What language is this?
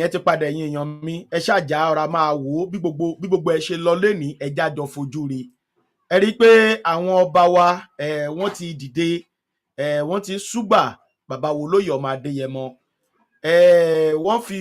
Yoruba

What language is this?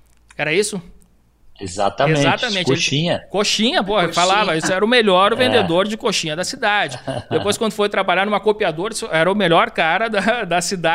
Portuguese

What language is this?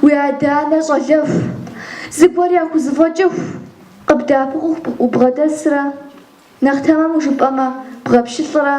Kabardian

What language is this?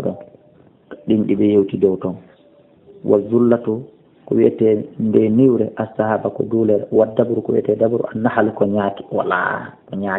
Fula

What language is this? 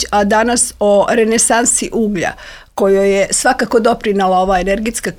Serbian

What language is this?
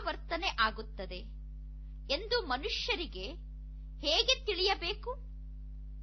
Kannada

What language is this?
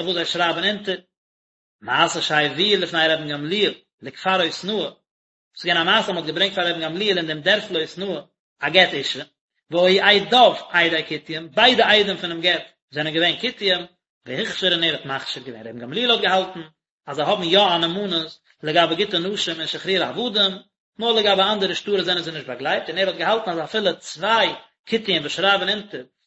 Yiddish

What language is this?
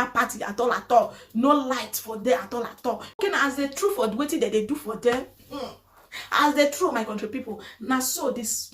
Nigerian Pidgin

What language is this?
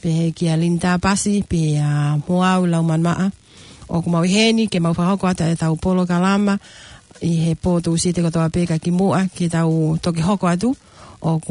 Tongan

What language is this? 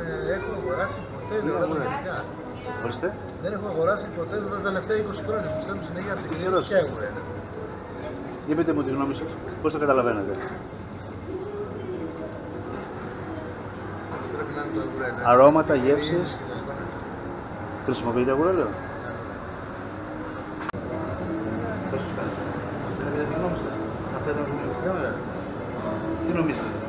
Greek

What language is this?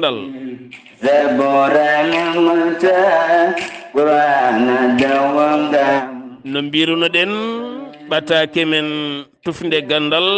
Fula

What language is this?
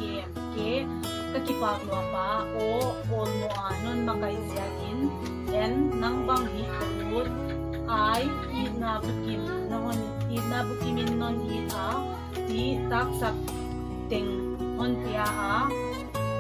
Paite Chin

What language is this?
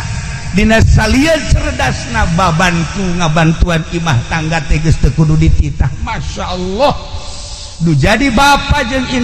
Sundanese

